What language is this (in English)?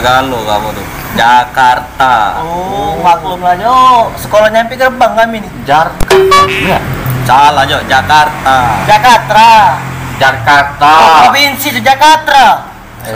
Musi